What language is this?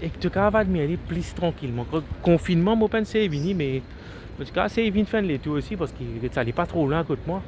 Morisyen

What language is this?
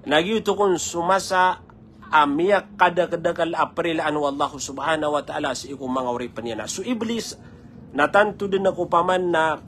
Maranao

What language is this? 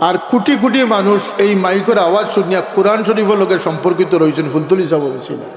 Sylheti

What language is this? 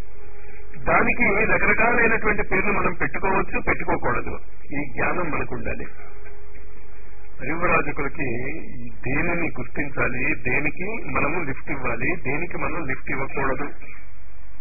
Telugu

